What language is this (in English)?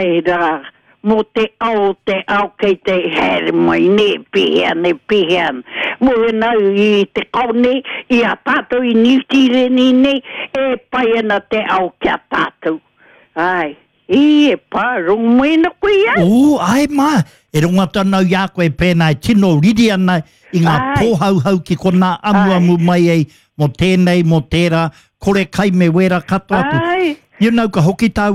Māori